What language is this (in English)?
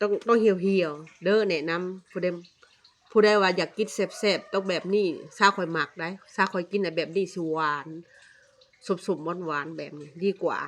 Lao